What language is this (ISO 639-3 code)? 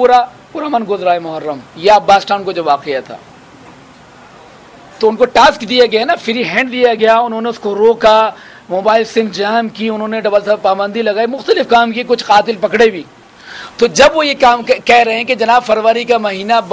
urd